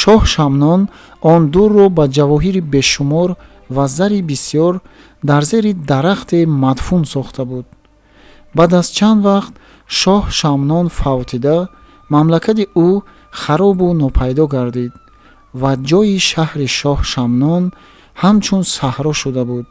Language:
Tajik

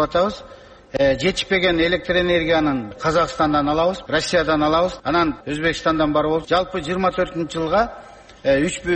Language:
Kyrgyz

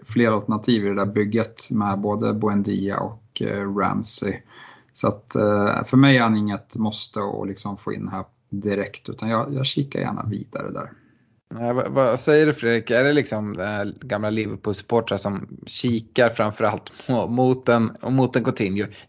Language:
Swedish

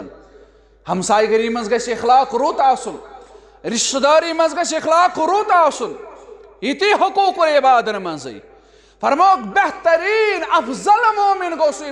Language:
Kashmiri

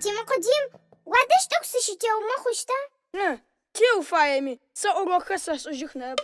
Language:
Adyghe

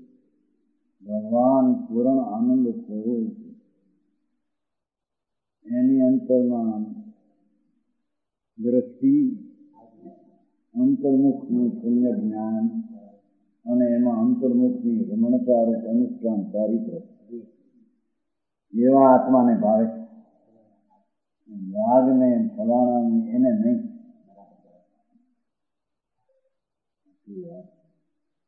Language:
Gujarati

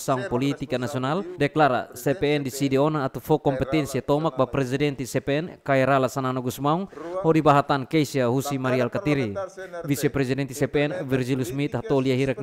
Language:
Tetum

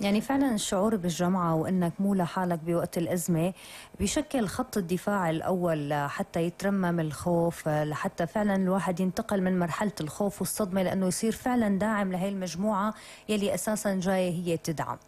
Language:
North Levantine Arabic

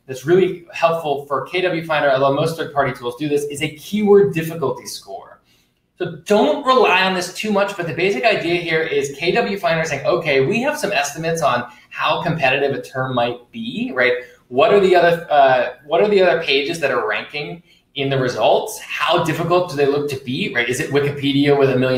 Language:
English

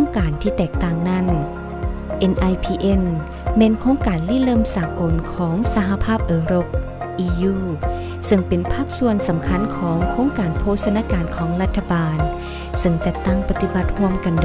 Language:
Lao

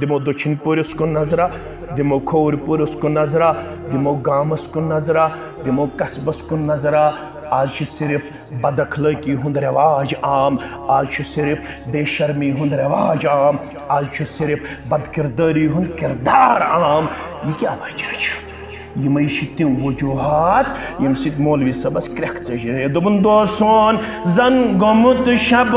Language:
Kashmiri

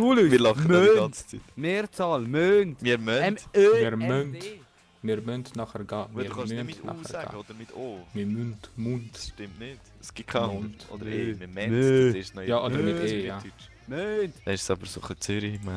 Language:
Swiss German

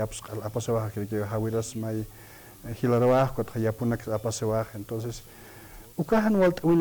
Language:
Aymara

